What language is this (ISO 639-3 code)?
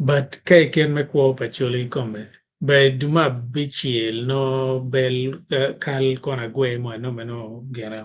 ach